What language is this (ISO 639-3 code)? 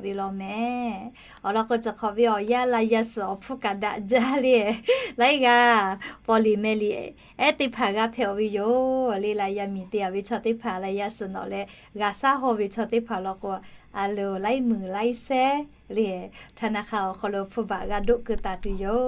lhu